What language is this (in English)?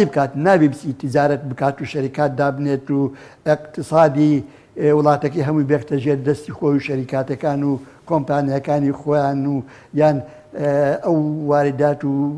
Central Kurdish